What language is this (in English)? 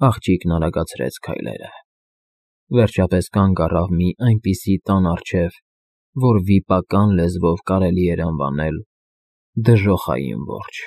Armenian